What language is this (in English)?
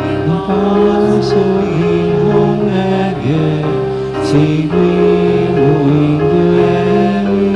Pampanga